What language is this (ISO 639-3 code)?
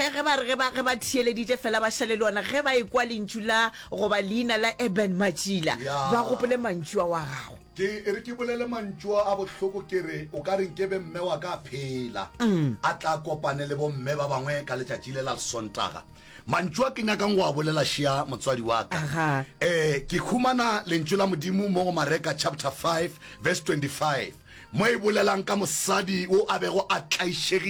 nso